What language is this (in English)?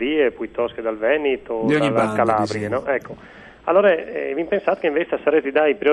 Friulian